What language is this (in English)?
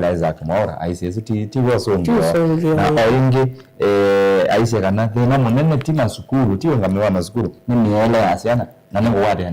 Kamba